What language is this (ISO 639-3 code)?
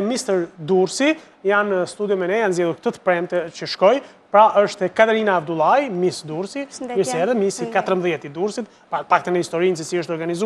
sqi